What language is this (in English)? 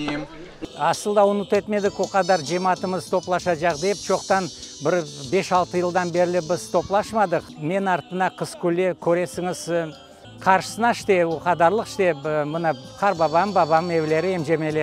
Crimean Tatar